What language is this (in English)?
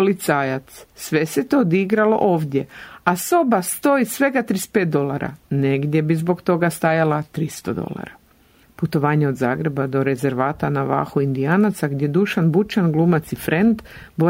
Croatian